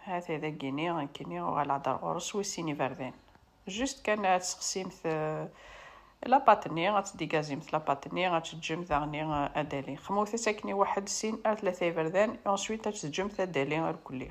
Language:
Kabyle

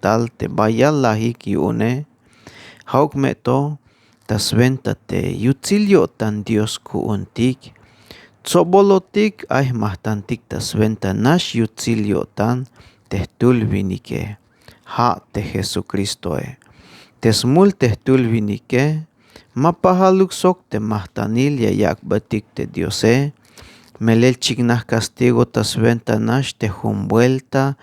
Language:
Tzeltal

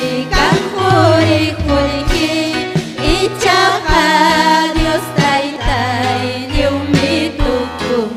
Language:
Ayacucho Quechua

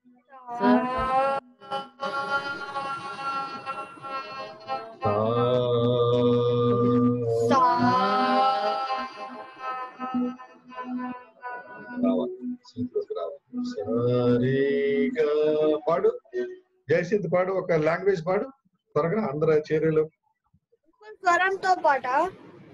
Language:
Telugu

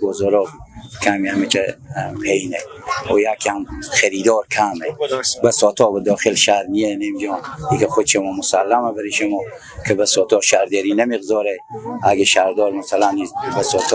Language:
Persian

